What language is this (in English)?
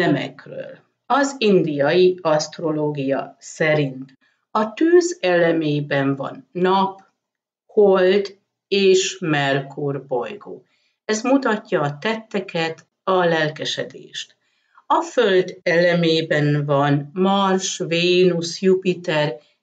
Hungarian